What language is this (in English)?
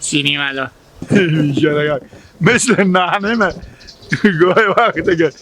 Hazaragi